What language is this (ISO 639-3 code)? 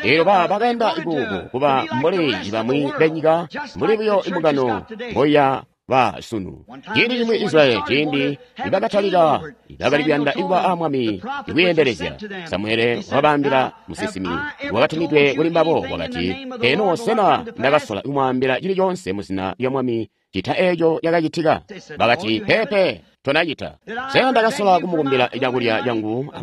toi